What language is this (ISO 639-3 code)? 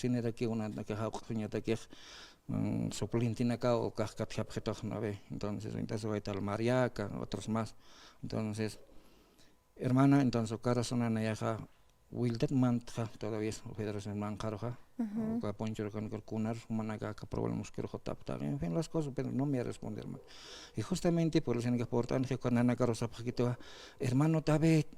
aym